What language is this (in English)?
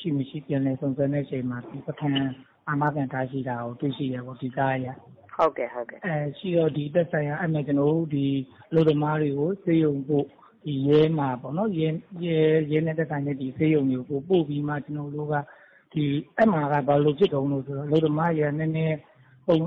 Burmese